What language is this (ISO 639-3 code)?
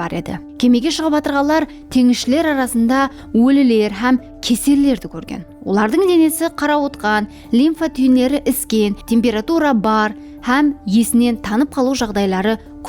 kaa